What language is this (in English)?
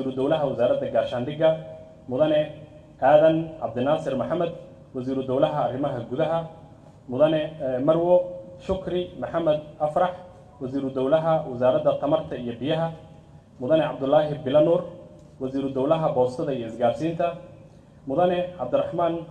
Somali